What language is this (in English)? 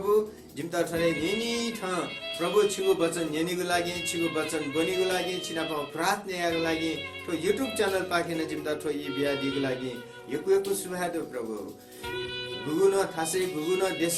Newari